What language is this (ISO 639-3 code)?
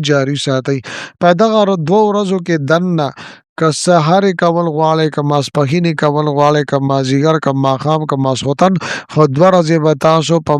pus